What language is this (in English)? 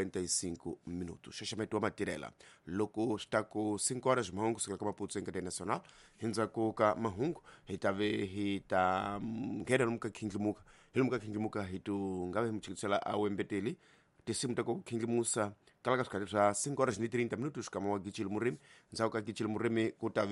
Tsonga